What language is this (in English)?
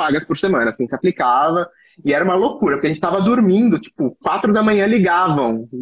Portuguese